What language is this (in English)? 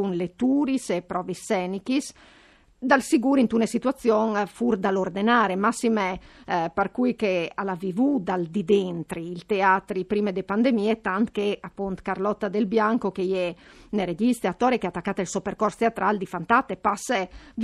Friulian